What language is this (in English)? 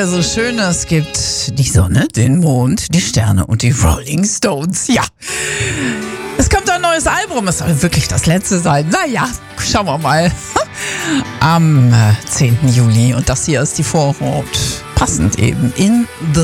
German